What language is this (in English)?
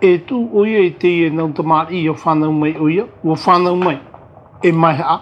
Tahitian